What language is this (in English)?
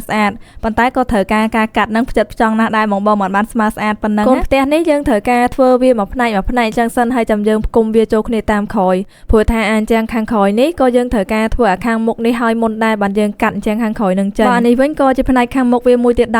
Khmer